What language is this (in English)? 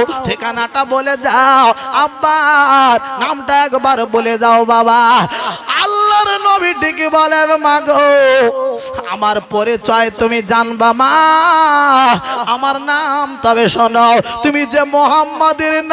Bangla